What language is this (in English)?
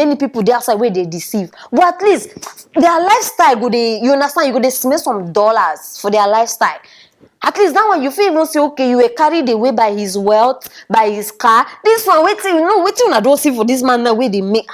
Nigerian Pidgin